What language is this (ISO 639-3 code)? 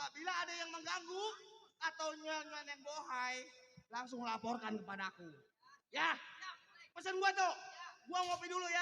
bew